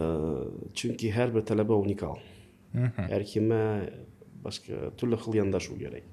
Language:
Uzbek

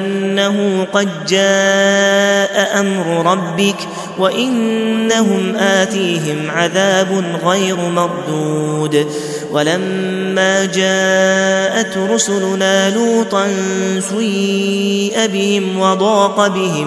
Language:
Arabic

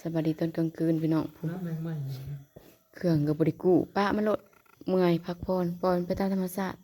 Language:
Northeastern Thai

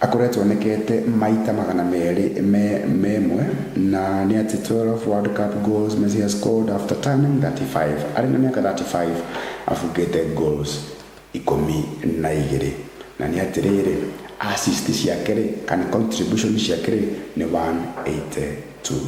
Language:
Kikuyu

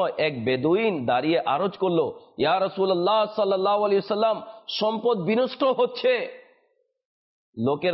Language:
Bangla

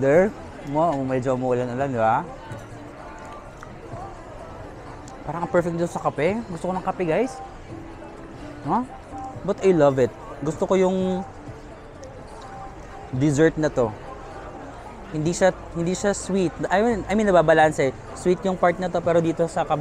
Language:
Filipino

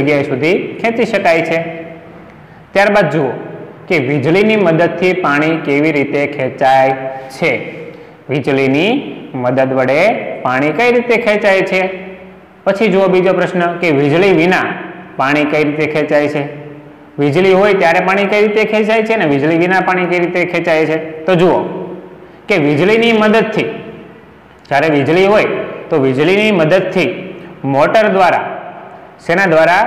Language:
Gujarati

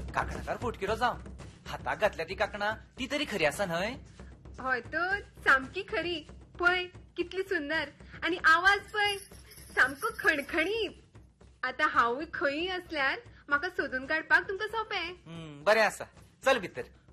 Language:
Konkani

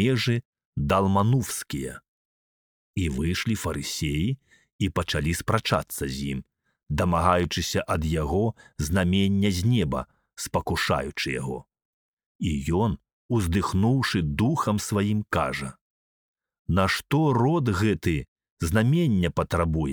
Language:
Belarusian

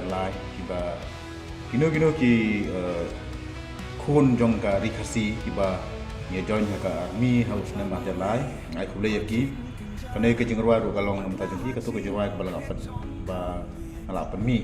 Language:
Khasi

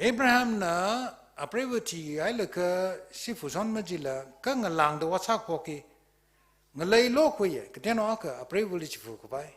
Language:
Tangkhul Naga (India)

